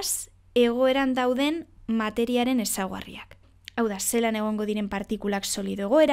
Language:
Basque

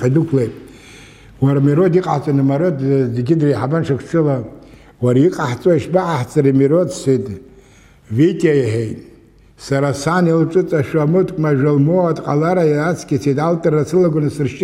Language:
Abkhazian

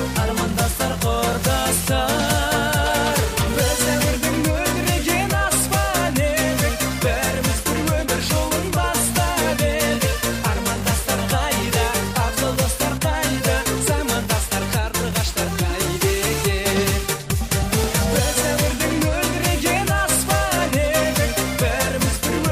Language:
Kara-Kalpak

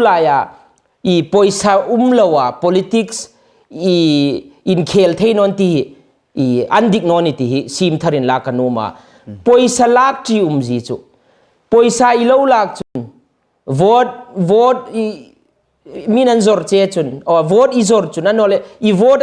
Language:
Hmar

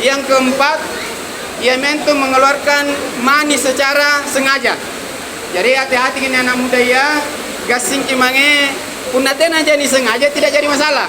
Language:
Makasar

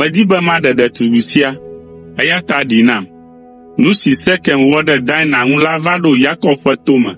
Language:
Ewe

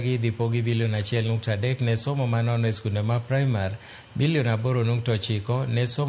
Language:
Luo (Kenya and Tanzania)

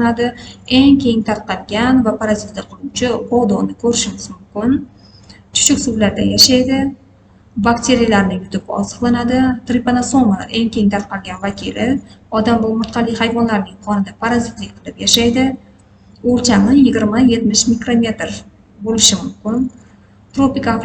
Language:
Uzbek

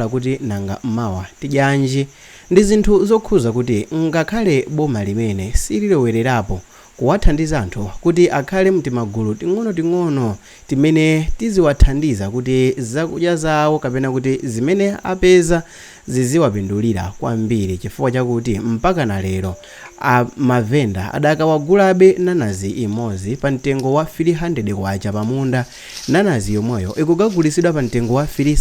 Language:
Nyanja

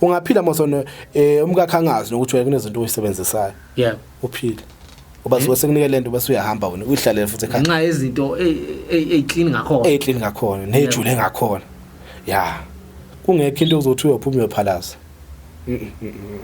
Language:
Zulu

